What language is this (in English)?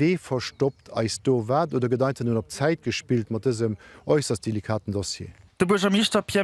Luxembourgish